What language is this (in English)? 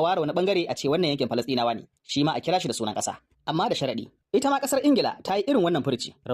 Hausa